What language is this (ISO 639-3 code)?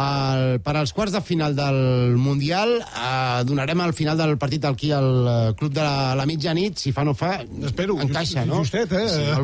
cat